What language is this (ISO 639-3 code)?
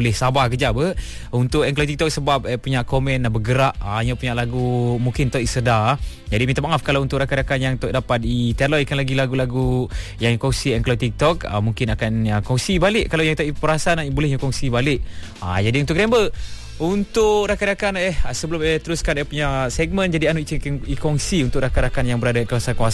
msa